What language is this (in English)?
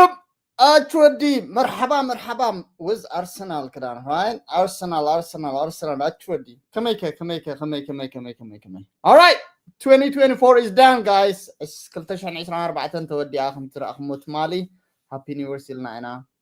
Tigrinya